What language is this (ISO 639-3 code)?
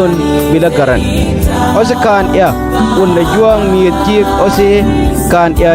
mfz